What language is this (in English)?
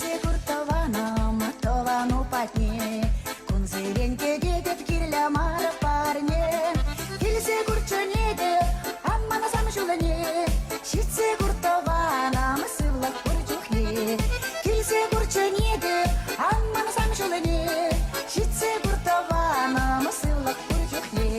Chuvash